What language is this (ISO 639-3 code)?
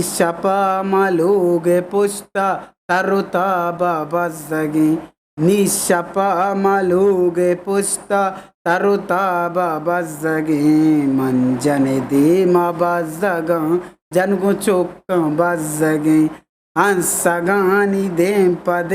bgp